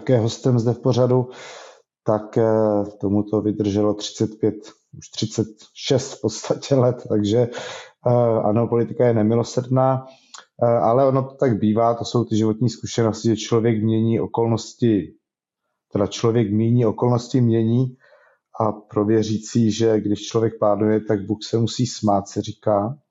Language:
Czech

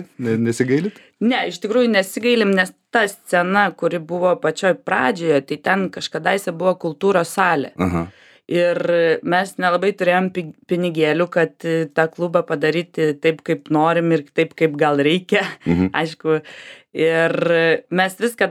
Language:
Lithuanian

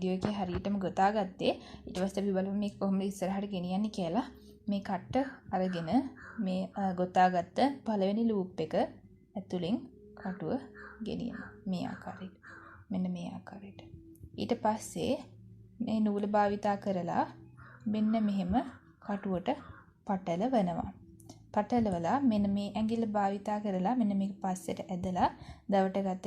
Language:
Sinhala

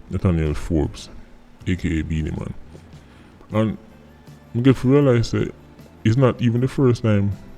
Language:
Jamaican Creole English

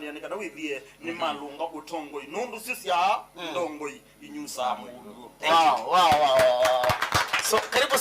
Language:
Kamba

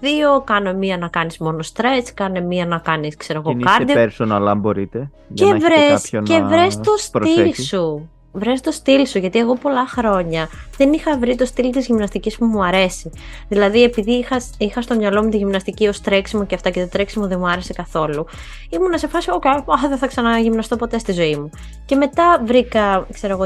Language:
Greek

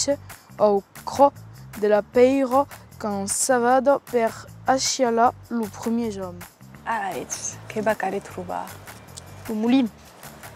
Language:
Occitan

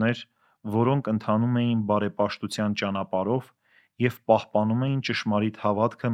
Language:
Armenian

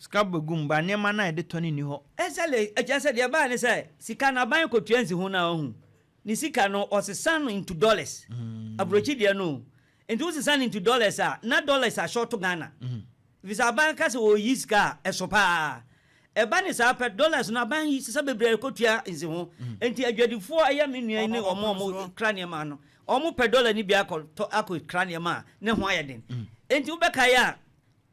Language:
Akan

